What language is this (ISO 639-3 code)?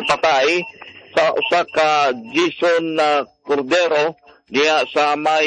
ceb